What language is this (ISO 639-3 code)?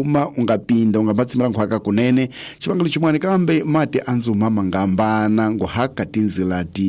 tso